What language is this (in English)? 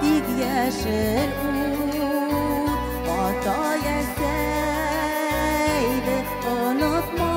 Bashkir